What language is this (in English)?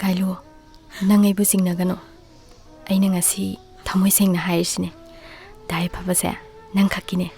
Manipuri